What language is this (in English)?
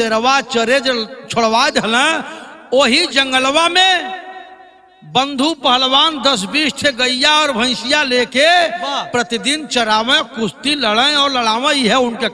Bhojpuri